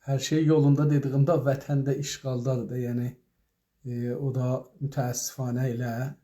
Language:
South Azerbaijani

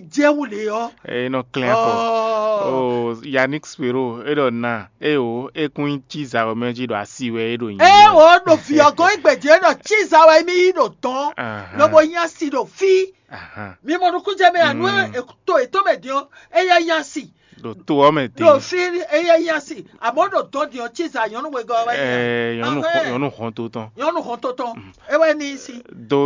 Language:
Fon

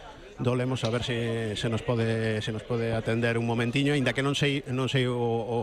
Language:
Galician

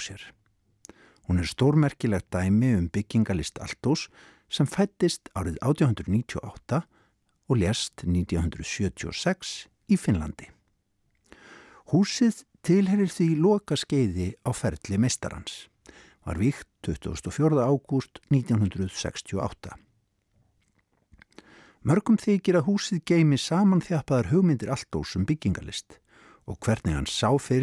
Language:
Icelandic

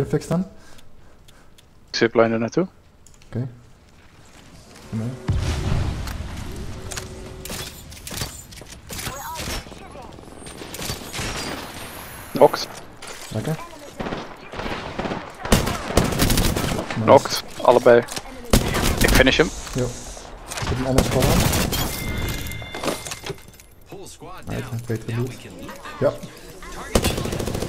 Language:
Dutch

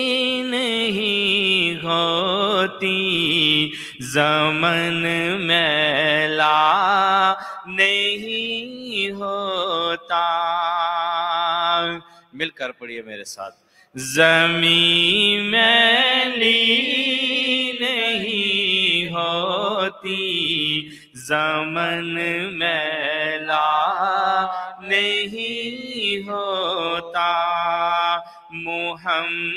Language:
Urdu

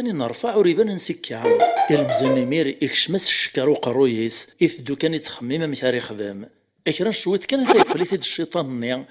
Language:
Kabyle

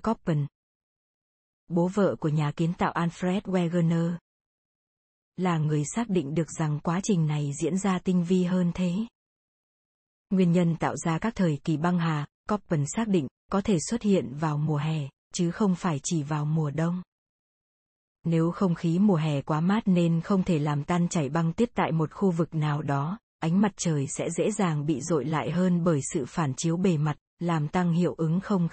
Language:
Vietnamese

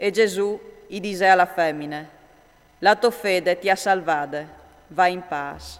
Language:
Friulian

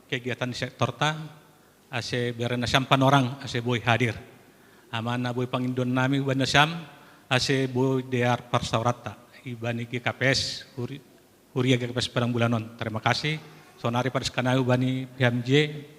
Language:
Batak Simalungun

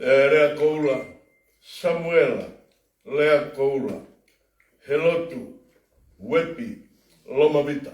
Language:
Tongan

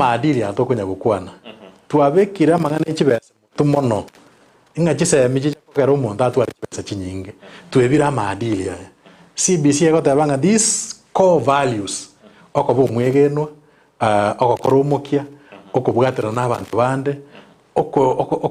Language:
Gusii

